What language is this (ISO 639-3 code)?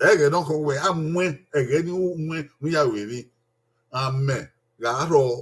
bin